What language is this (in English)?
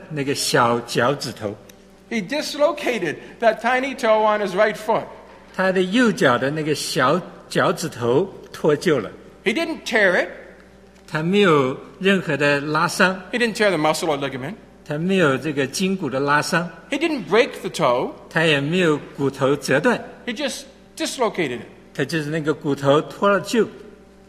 Chinese